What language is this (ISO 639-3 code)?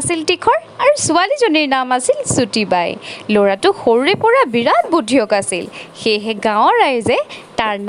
asm